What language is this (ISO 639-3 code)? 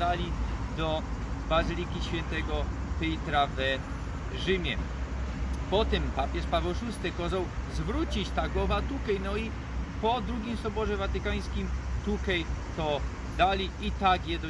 szl